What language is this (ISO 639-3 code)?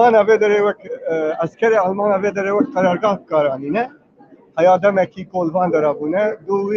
kur